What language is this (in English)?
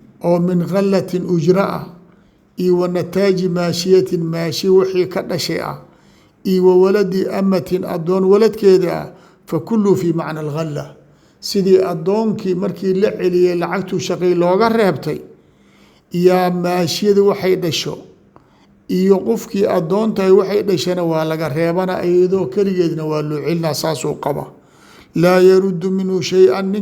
Somali